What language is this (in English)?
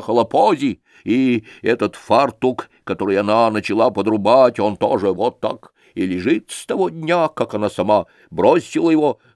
Russian